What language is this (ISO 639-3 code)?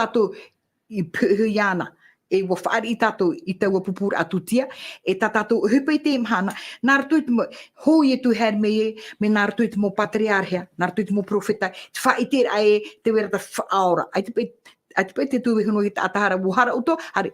tah